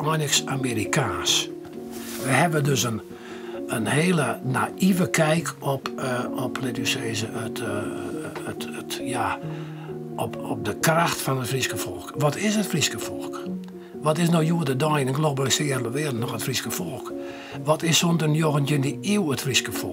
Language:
Western Frisian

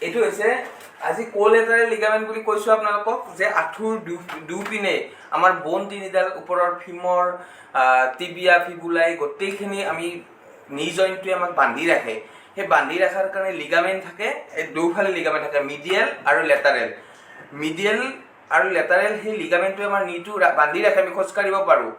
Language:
Assamese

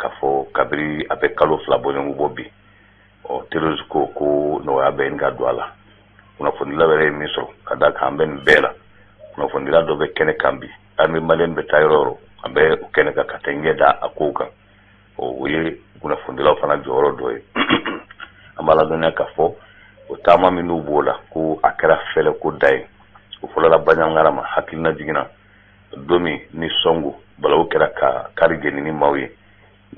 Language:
Bambara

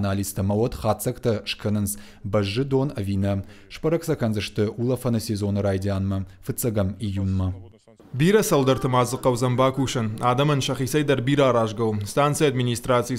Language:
Ossetic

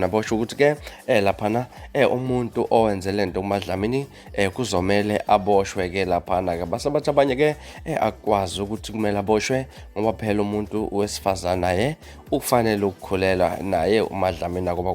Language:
Zulu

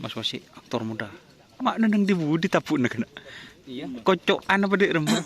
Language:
Madurese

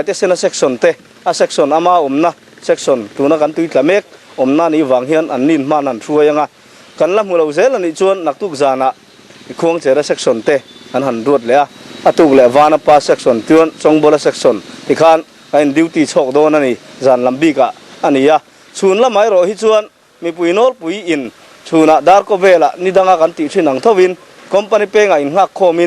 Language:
Mizo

